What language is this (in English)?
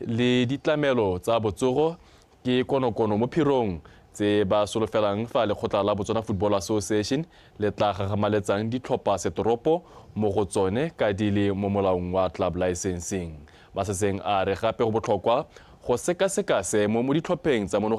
Tswana